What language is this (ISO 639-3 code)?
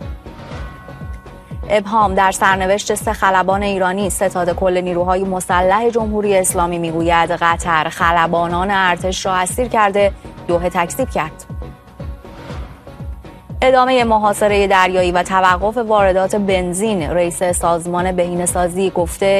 fas